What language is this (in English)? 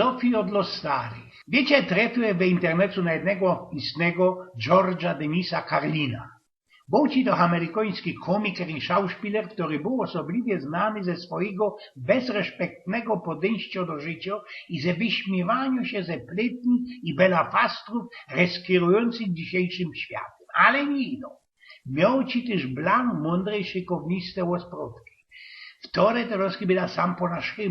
Silesian